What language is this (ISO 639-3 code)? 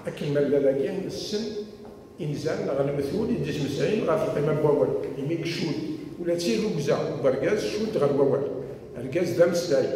kab